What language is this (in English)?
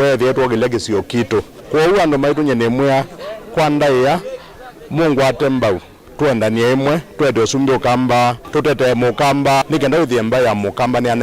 Kamba